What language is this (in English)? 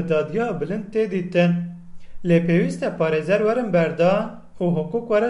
Kurdish